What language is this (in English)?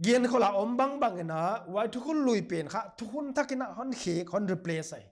Paite Chin